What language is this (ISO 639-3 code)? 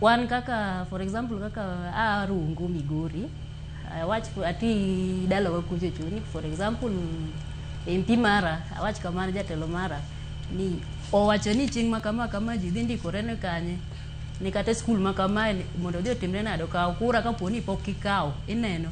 luo